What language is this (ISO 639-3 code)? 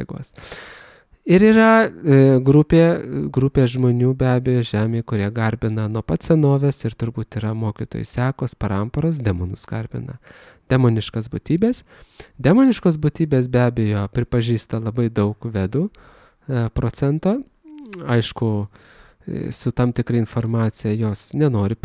lit